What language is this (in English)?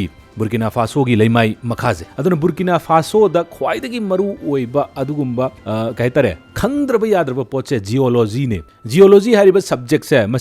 Manipuri